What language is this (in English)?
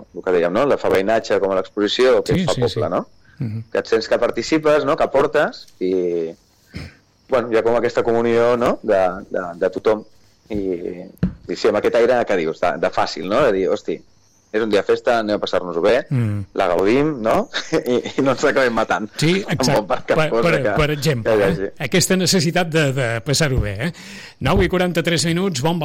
Catalan